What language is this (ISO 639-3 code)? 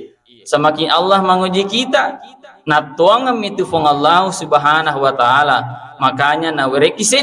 bug